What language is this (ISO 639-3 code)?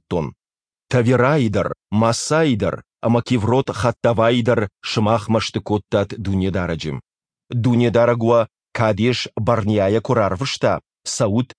oss